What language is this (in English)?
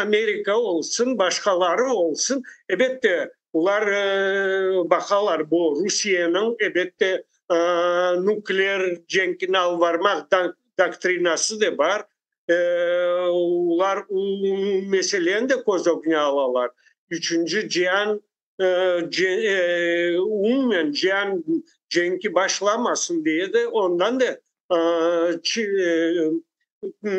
Crimean Tatar